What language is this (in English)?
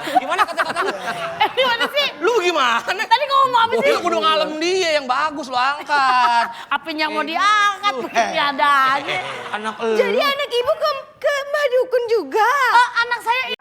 Betawi